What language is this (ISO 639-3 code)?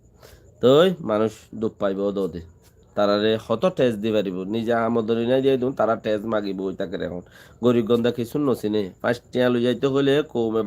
rhg